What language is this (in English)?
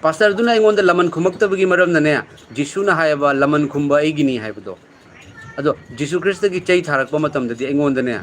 Manipuri